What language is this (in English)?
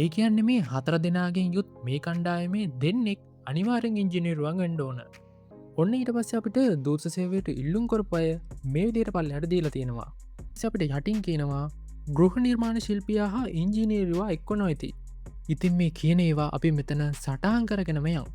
Sinhala